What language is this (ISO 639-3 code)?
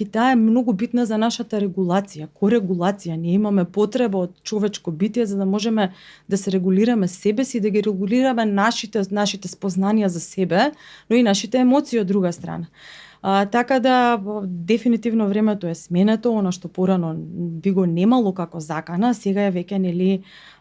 mkd